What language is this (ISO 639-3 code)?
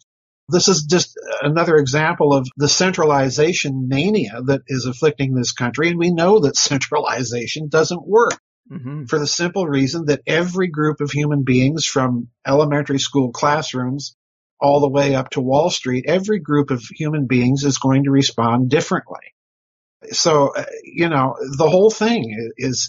eng